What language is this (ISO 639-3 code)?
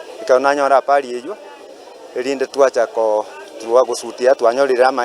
guz